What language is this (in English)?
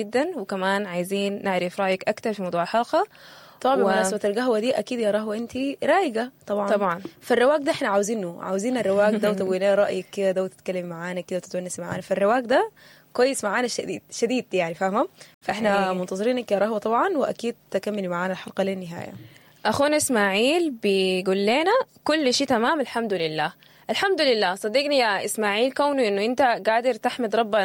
Sudanese Arabic